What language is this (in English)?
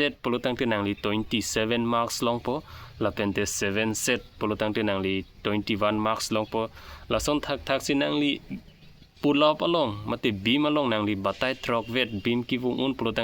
Karbi